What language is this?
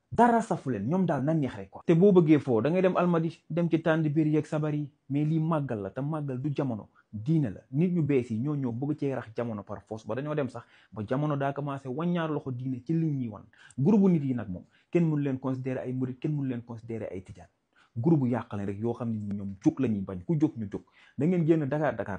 Wolof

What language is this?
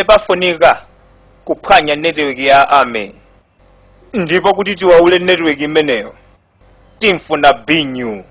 Nyanja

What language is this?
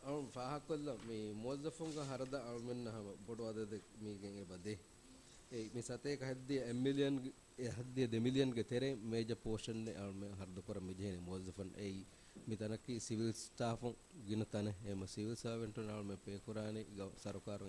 Divehi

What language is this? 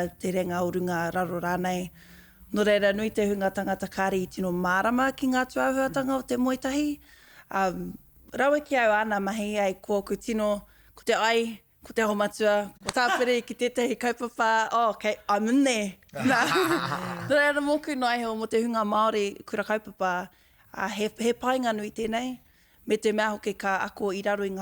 Māori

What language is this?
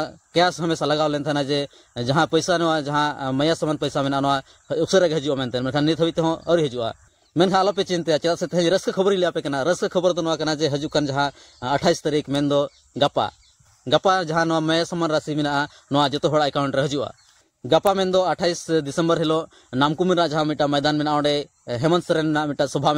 Santali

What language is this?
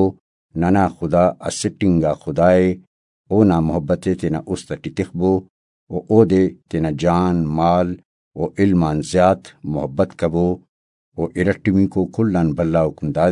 Brahui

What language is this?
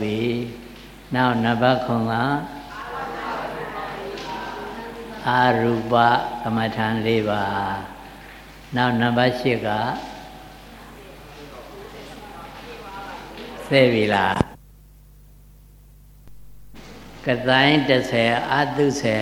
Burmese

